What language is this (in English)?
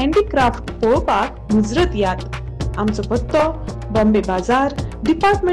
Konkani